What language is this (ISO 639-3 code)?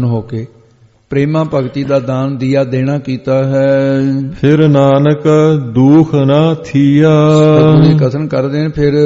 pan